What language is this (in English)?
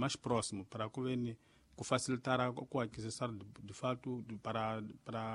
Tsonga